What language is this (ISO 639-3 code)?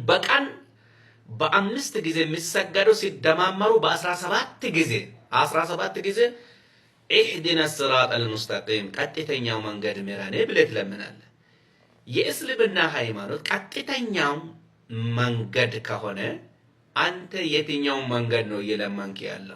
amh